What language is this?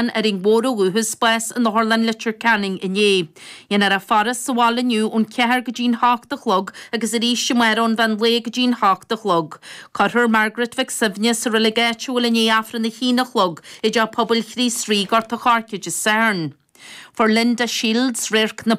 Irish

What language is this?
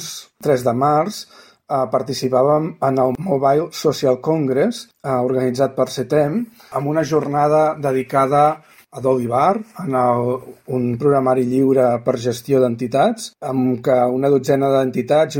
Catalan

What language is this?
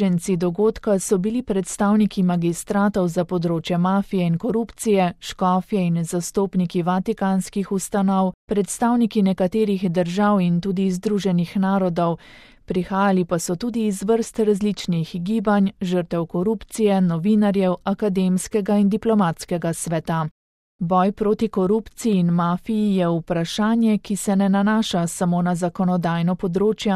Slovenian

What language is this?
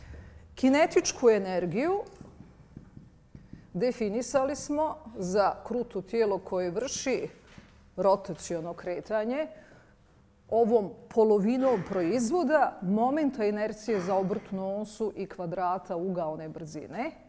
Bosnian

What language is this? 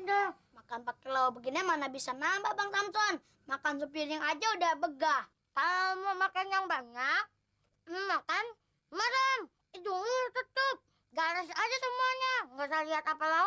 Betawi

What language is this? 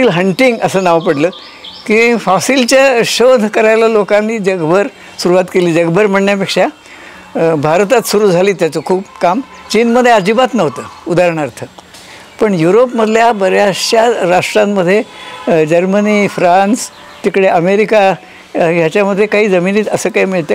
Marathi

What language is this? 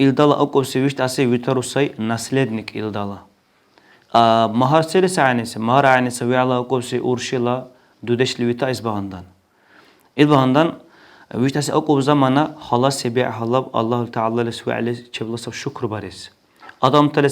Dargwa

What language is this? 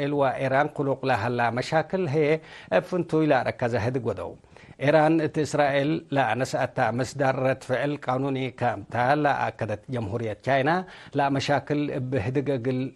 Tigre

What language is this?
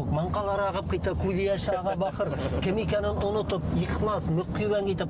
Bashkir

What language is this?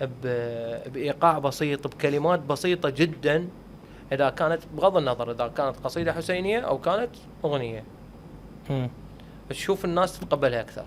Mesopotamian Arabic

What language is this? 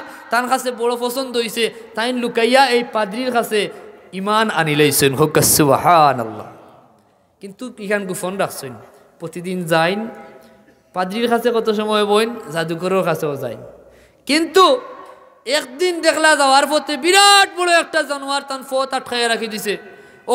Sylheti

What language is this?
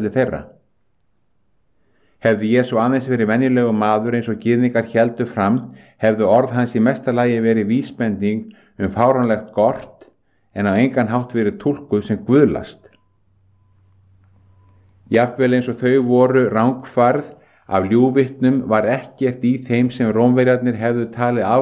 Icelandic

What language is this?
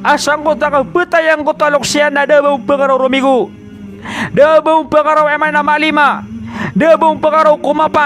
Maranao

